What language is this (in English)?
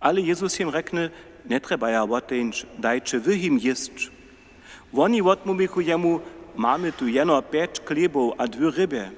Upper Sorbian